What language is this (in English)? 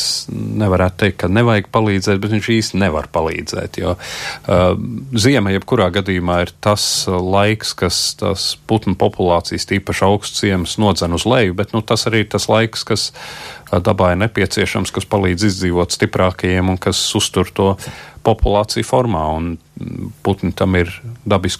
Latvian